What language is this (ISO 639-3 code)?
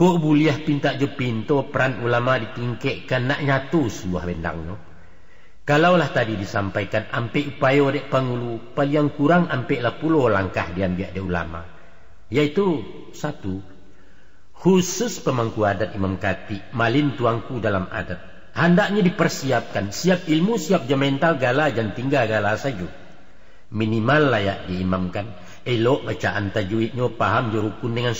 min